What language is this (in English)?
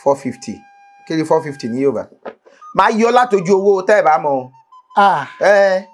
Yoruba